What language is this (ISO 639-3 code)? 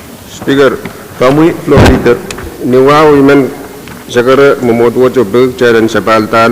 pon